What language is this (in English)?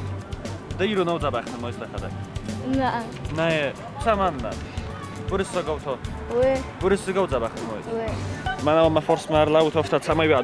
Ossetic